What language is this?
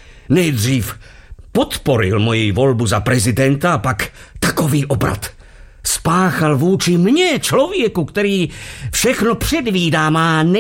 Slovak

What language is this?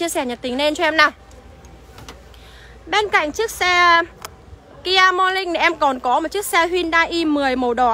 Vietnamese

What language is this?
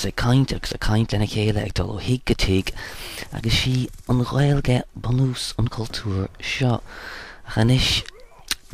Irish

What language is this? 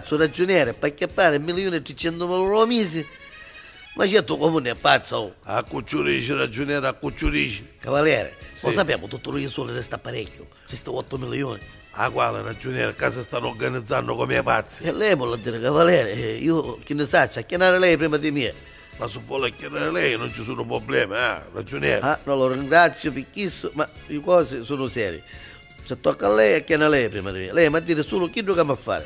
Neapolitan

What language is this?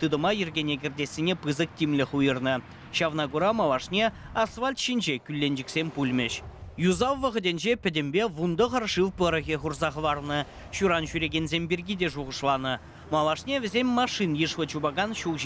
Chuvash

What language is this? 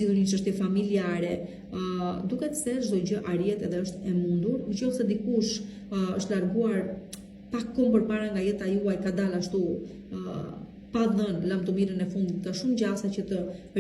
Albanian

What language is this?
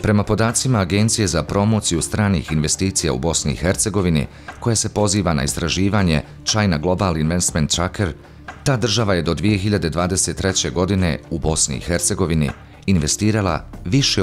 Bosnian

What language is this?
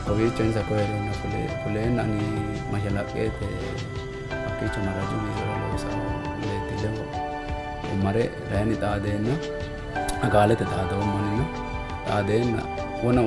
Sidamo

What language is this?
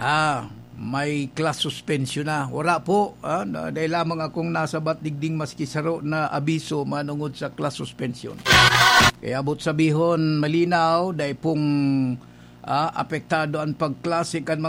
Bikol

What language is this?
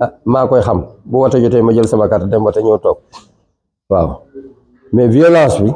Wolof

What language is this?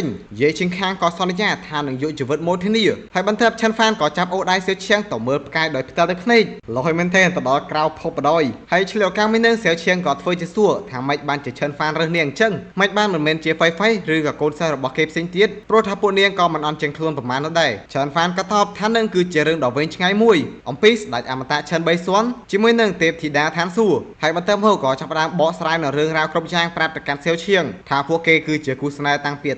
Khmer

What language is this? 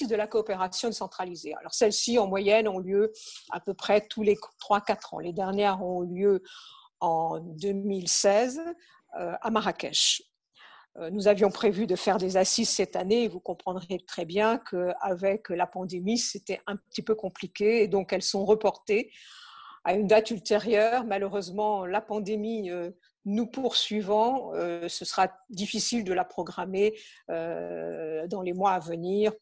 French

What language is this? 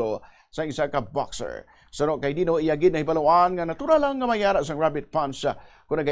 Hiligaynon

